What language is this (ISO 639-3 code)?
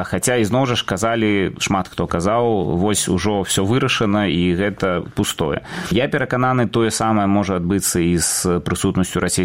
bel